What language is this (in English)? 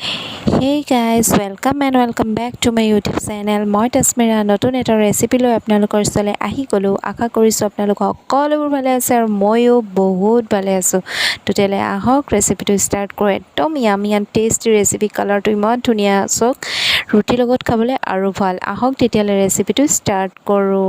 Assamese